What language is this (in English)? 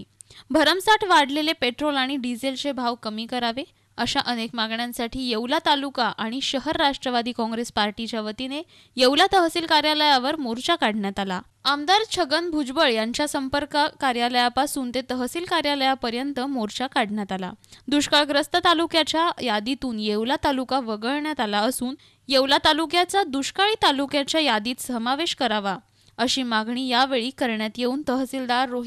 Marathi